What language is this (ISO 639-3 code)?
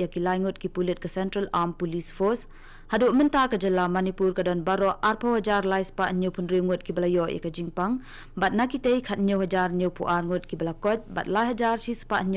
kha